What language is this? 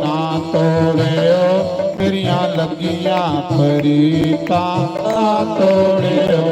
Dogri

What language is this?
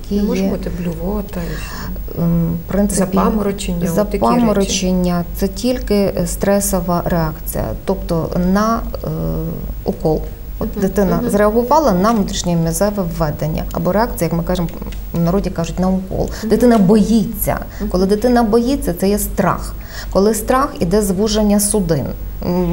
Ukrainian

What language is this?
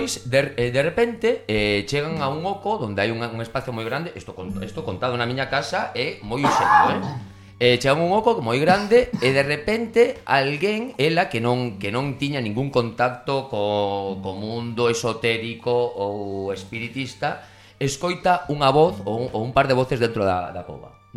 Galician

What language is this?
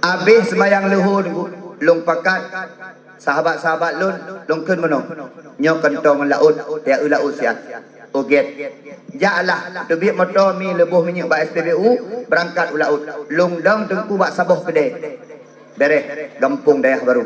Achinese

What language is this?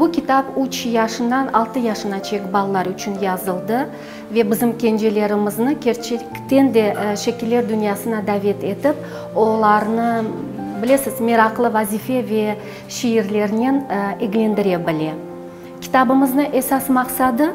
Crimean Tatar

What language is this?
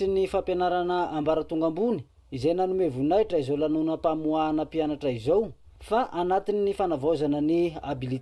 Malagasy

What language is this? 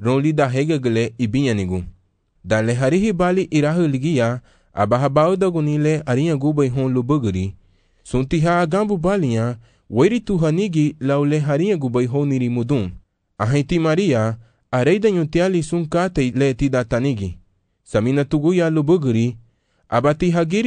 Garifuna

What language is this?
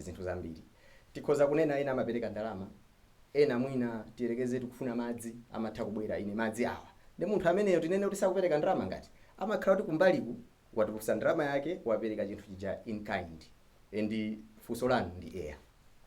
Nyanja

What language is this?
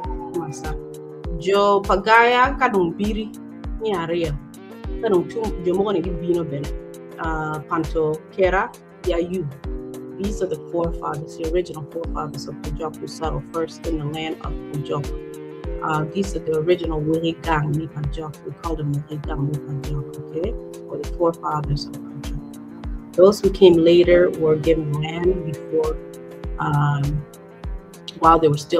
Acoli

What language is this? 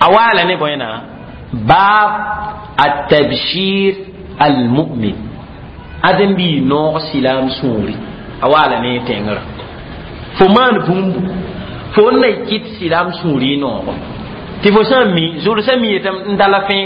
Mossi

